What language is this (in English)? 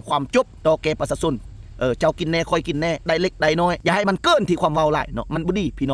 Lao